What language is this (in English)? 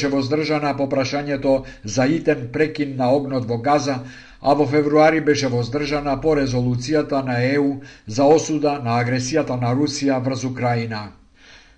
Macedonian